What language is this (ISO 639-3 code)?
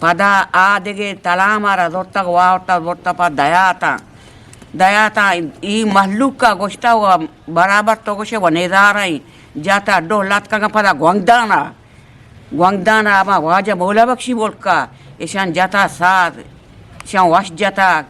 bgp